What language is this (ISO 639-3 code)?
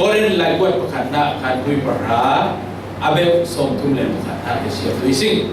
cfm